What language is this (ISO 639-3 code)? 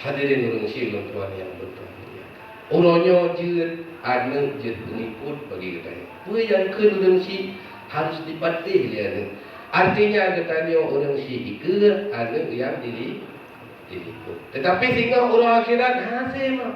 ace